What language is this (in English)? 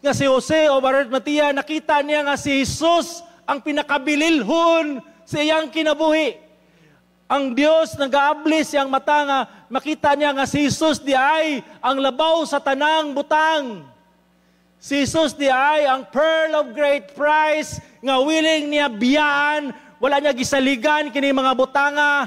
Cebuano